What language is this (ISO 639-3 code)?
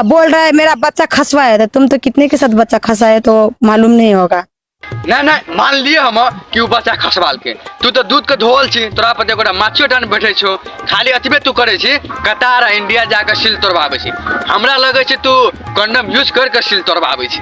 mai